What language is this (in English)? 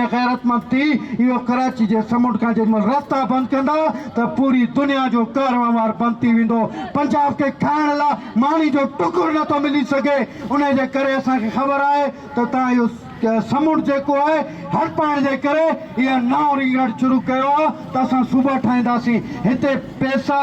Sindhi